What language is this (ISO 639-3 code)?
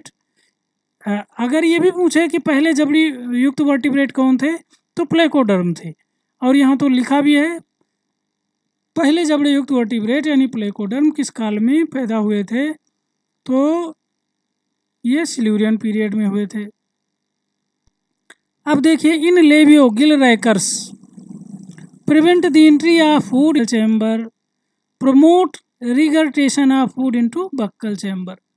hin